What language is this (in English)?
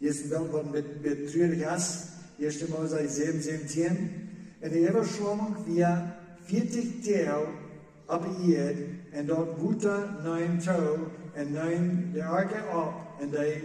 Plautdietsch